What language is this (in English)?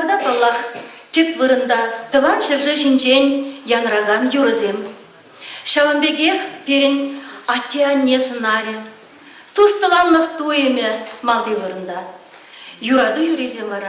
Chuvash